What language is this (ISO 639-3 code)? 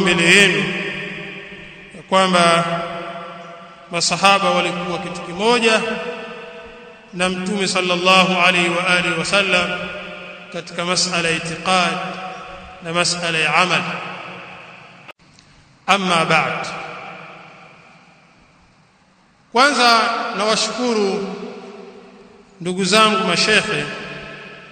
swa